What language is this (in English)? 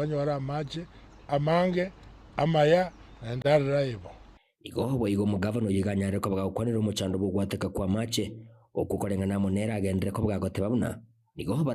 Gusii